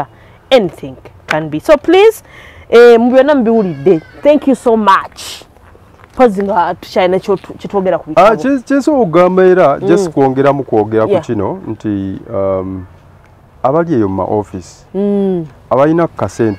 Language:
Ganda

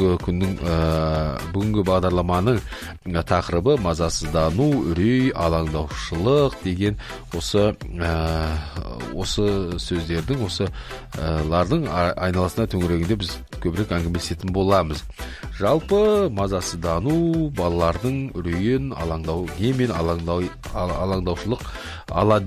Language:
Kazakh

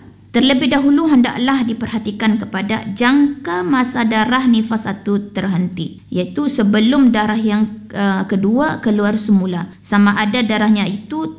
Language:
Malay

